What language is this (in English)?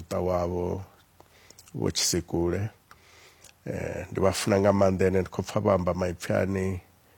Venda